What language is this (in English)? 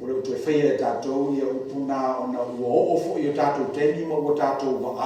Samoan